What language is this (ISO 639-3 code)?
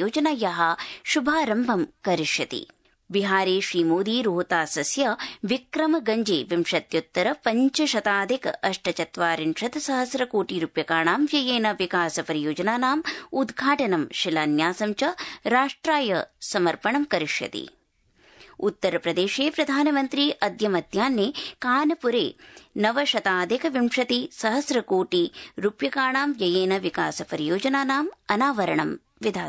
san